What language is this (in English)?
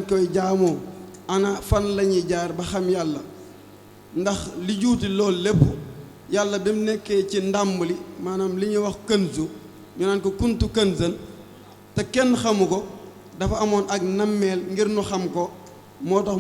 Wolof